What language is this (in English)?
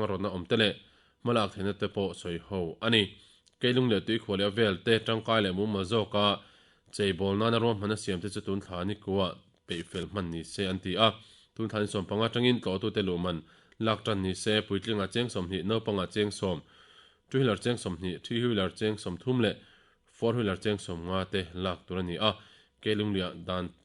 Mizo